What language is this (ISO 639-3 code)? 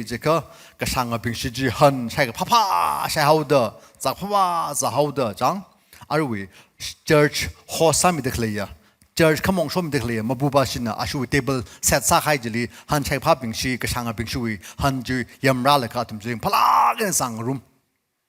nmf